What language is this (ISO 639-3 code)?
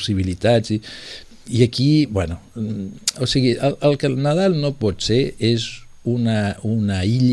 cat